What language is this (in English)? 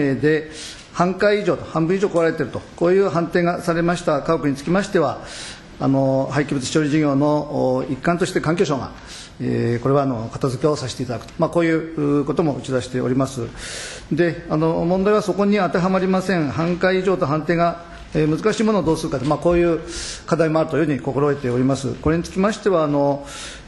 Japanese